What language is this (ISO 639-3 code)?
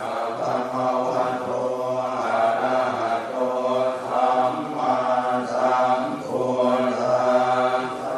pli